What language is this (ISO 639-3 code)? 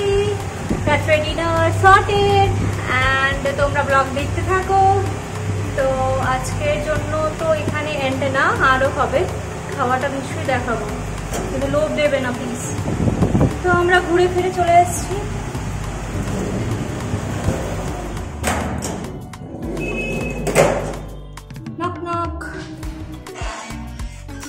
ben